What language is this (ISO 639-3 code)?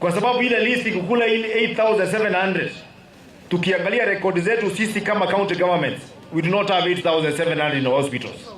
swa